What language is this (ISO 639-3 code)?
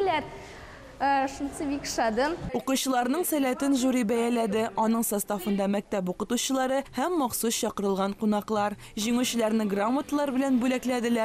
tat